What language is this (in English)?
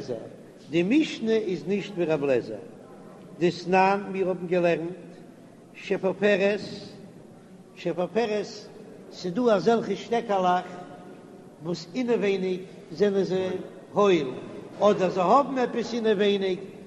Yiddish